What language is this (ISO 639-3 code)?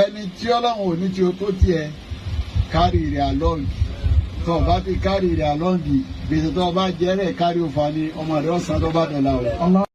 yor